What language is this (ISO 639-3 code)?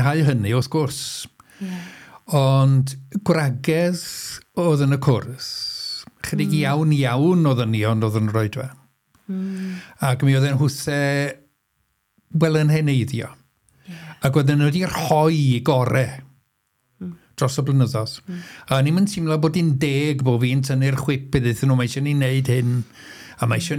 cym